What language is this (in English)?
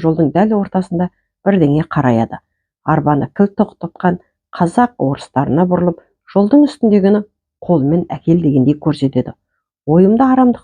Kazakh